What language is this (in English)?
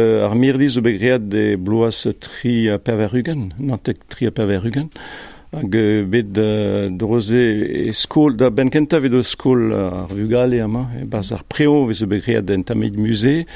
Breton